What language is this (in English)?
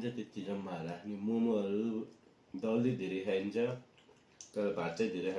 Nepali